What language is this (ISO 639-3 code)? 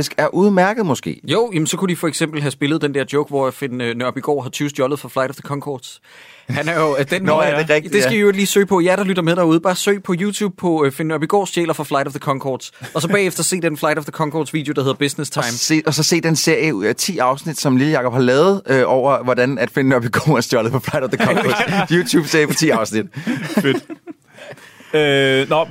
dan